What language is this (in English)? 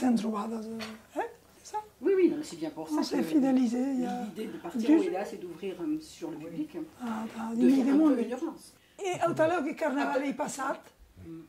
Occitan